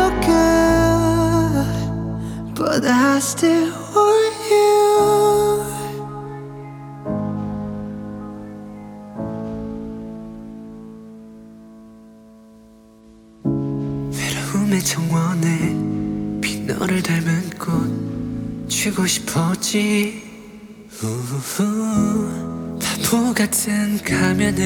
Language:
Korean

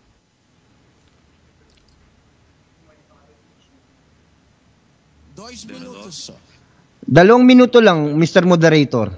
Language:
Filipino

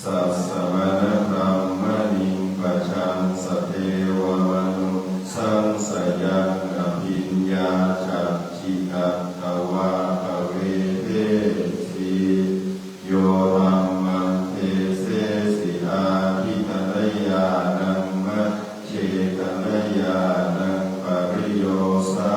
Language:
Pali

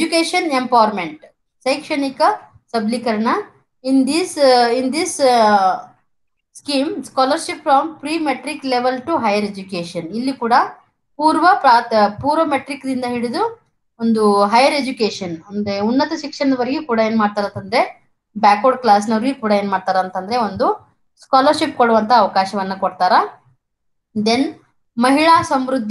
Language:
Kannada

